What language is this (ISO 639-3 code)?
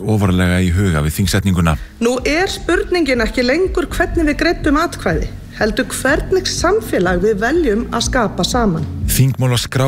isl